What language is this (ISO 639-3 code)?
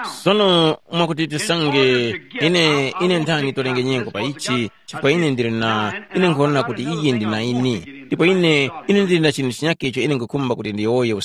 tum